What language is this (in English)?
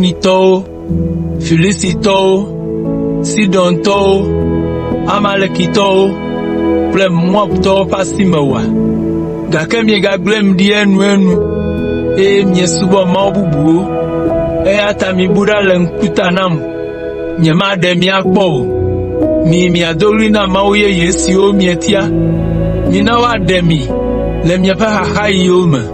Ewe